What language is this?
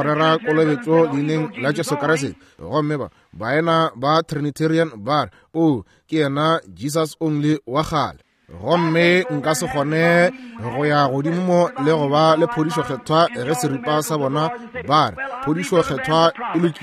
Northern Sotho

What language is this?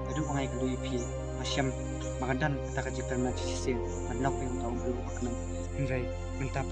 Khasi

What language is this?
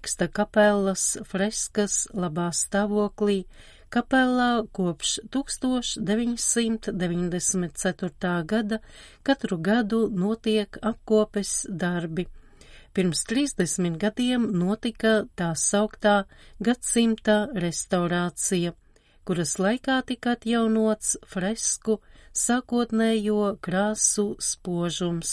Latvian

